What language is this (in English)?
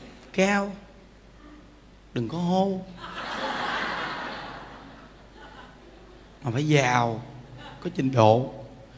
Vietnamese